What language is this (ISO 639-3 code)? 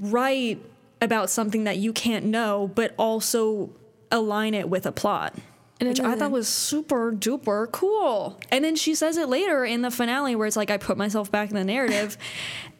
eng